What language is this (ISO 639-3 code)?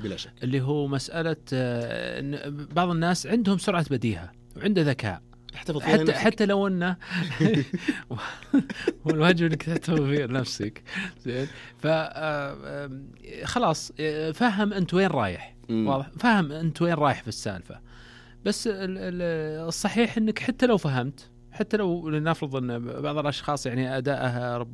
ars